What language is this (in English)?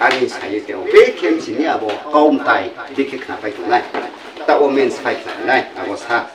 Riang (India)